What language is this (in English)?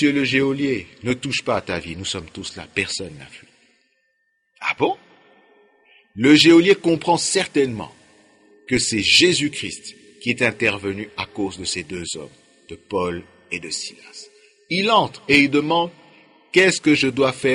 French